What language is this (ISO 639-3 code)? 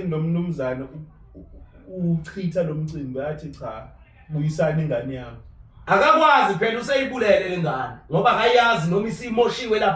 zul